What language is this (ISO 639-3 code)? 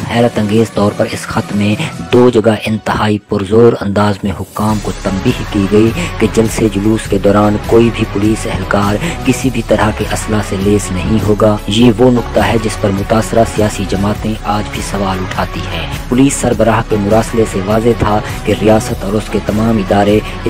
urd